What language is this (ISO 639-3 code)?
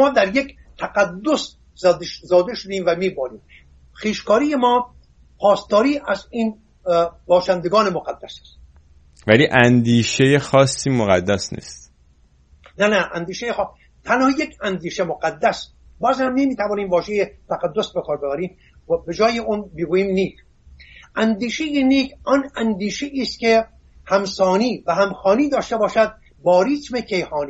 fas